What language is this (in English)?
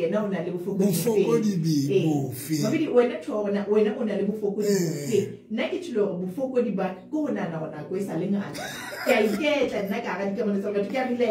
Southern Sotho